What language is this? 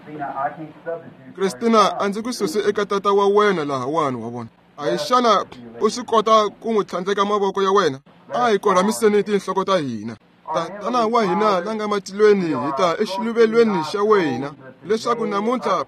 Tsonga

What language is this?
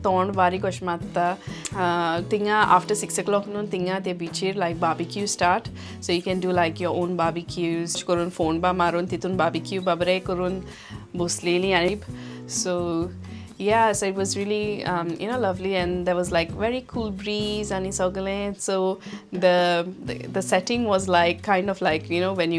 Konkani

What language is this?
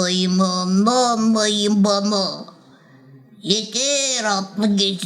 Gagauz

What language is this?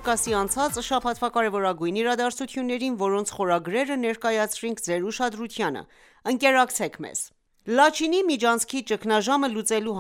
Armenian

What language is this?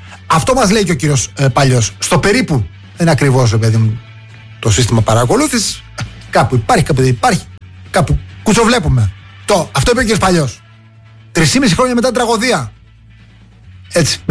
Greek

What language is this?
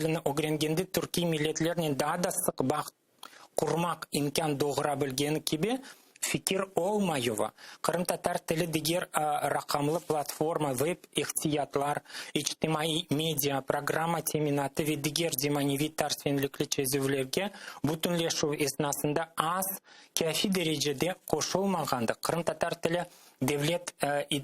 Crimean Tatar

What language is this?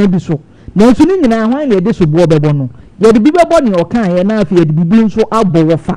Akan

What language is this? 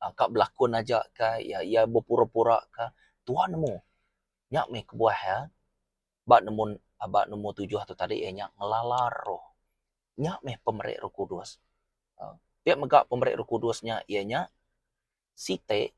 Iban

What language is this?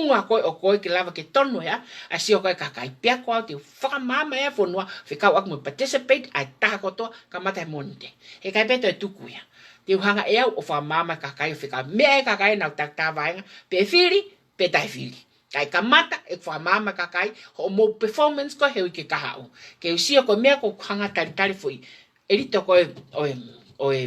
Tongan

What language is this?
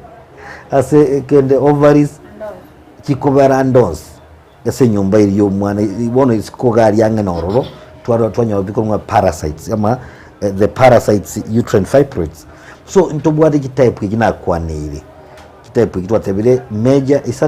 Gusii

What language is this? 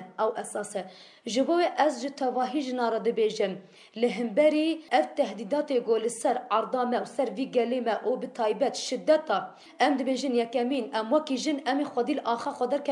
Kurdish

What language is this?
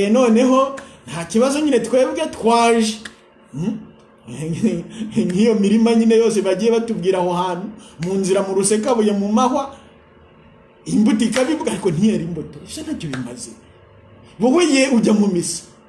Kinyarwanda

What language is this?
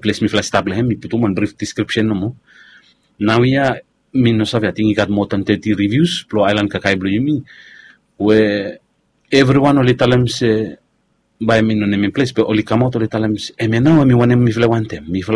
Bislama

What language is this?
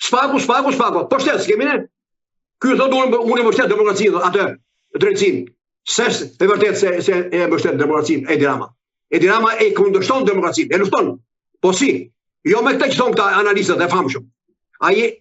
Albanian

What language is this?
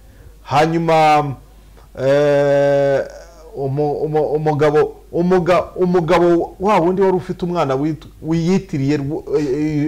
Kinyarwanda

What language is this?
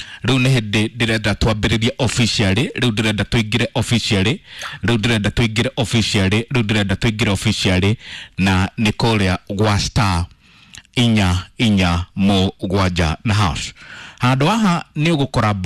Kikuyu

